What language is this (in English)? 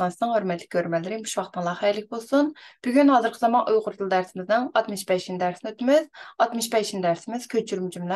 Uyghur